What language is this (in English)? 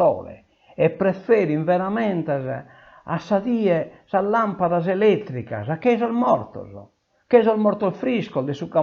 Sardinian